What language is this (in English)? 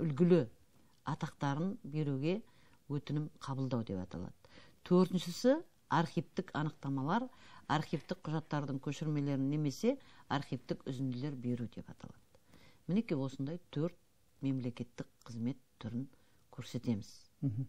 Kazakh